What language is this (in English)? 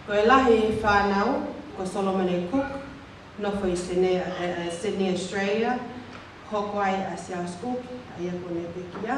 Tongan